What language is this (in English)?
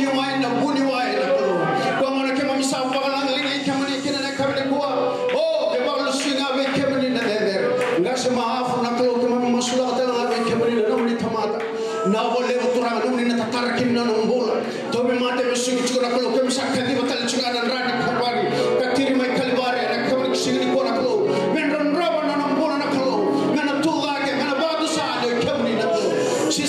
Fijian